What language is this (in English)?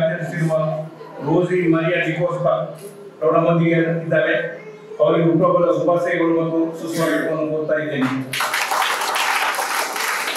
Kannada